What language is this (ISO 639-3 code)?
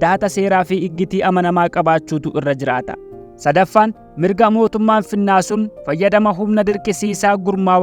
orm